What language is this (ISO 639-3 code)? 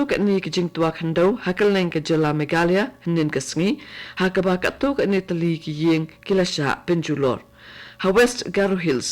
kha